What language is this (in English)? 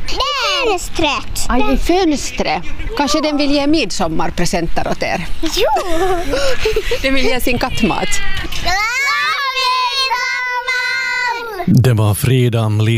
Swedish